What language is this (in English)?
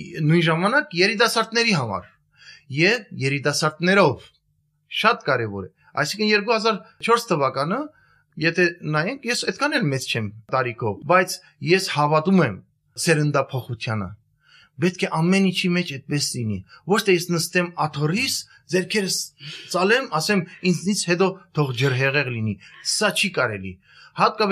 Armenian